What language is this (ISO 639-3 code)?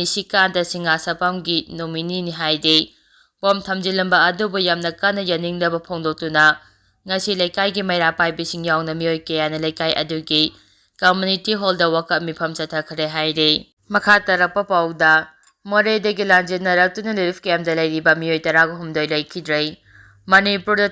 mni